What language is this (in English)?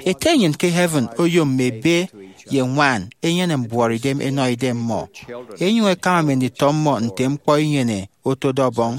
Efik